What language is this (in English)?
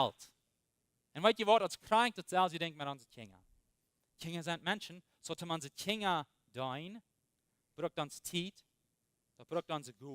Plautdietsch